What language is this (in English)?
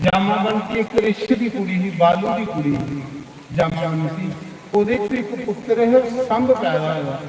Dogri